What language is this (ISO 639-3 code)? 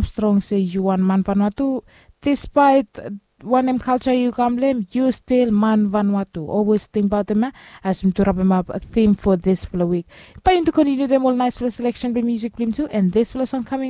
bis